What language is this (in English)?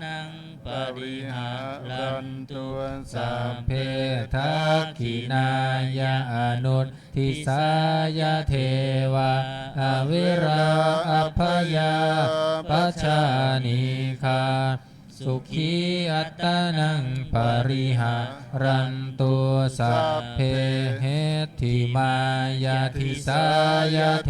Pali